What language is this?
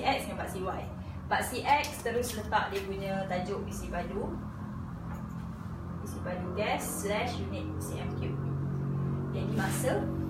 Malay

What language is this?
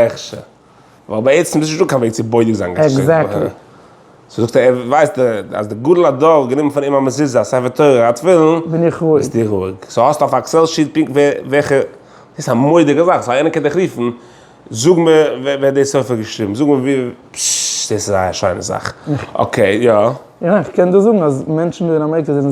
Yiddish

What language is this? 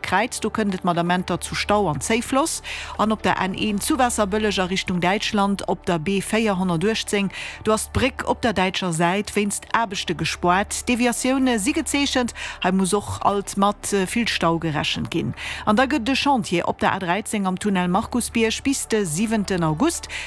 Luxembourgish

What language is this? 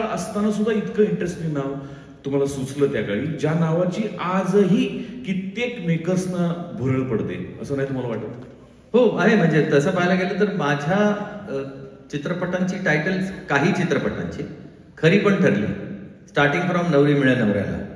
Marathi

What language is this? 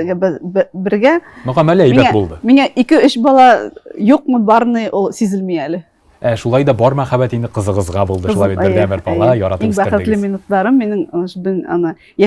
Tatar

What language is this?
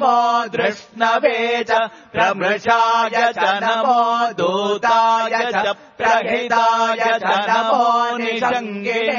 Sanskrit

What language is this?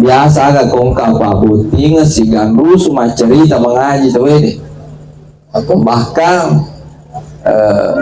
Buginese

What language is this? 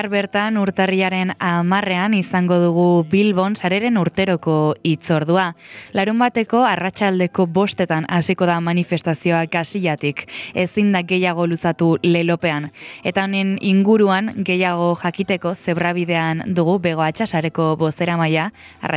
Basque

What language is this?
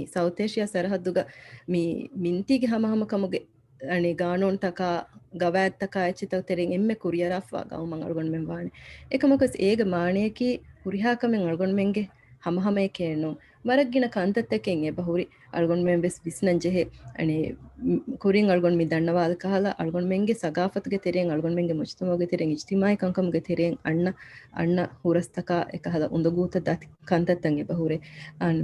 Divehi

